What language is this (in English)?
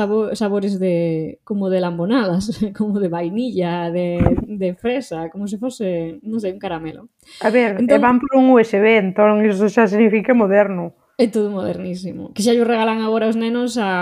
Galician